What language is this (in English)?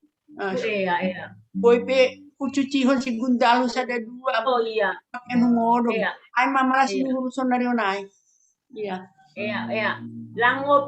Batak Simalungun